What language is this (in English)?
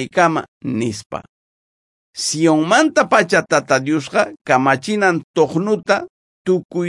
South Bolivian Quechua